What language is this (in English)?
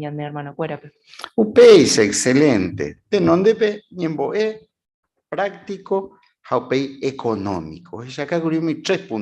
Guarani